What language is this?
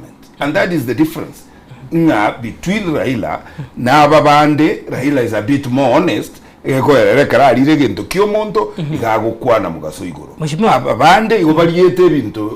Gusii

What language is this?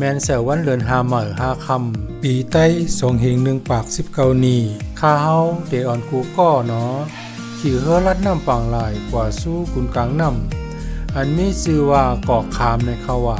Shan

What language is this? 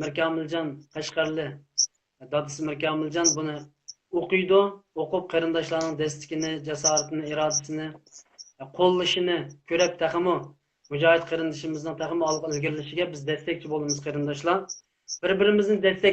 Uyghur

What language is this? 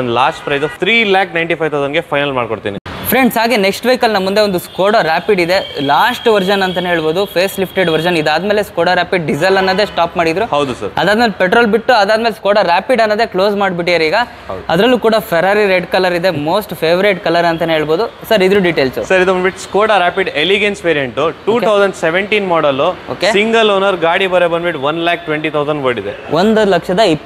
Kannada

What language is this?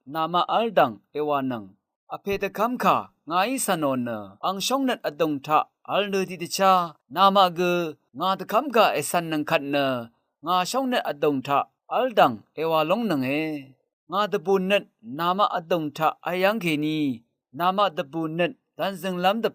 Rawang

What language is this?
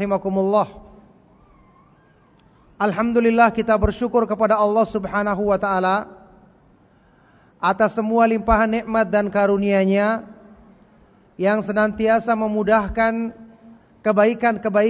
Indonesian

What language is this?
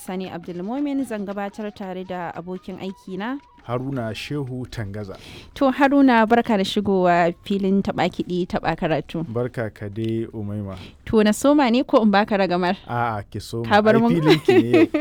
Hausa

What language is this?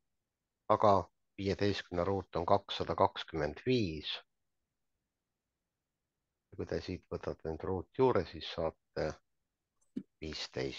Estonian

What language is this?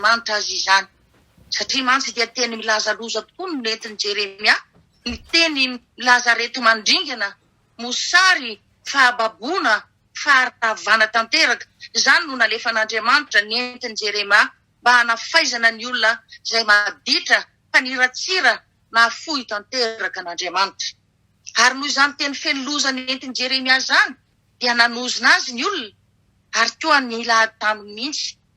Malagasy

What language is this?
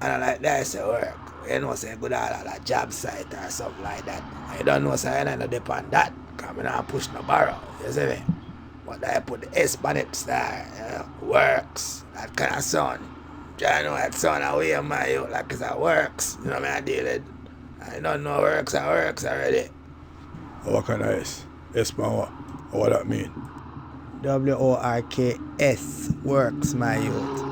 Jamaican Creole English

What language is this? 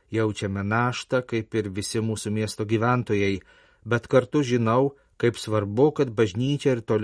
Lithuanian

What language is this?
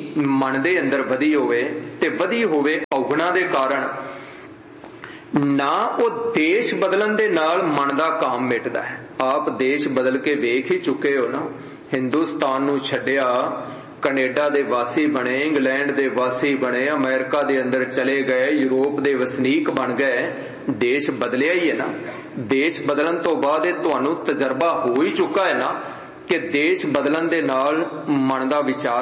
Punjabi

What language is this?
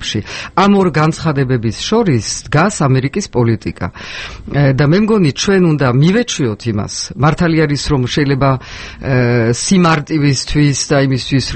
Georgian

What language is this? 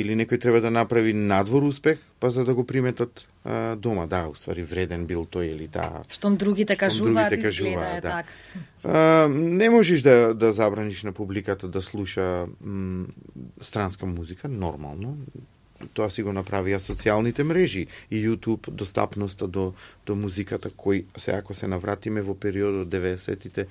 Macedonian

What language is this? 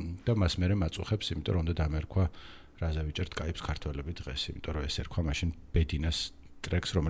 Georgian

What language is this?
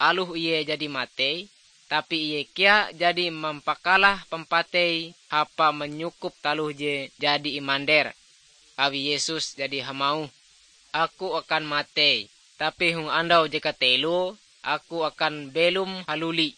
Ngaju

